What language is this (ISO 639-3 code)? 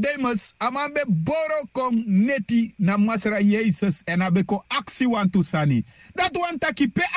srn